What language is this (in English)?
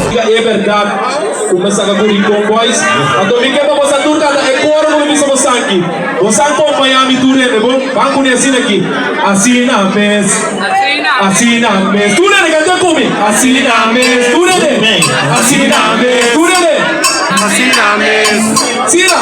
Papiamento